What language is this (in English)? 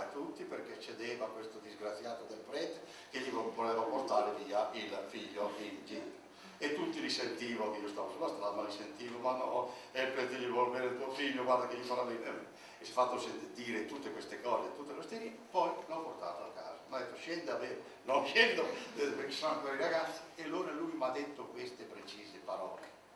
Italian